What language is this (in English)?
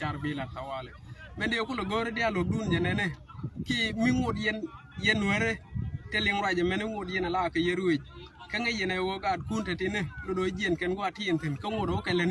Nuer